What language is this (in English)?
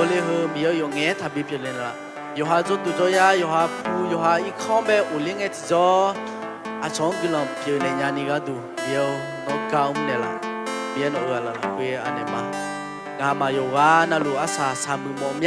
Akha